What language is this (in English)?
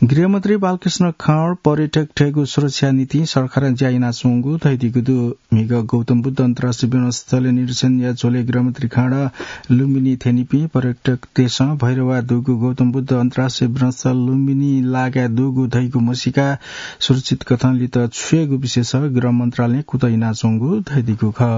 Newari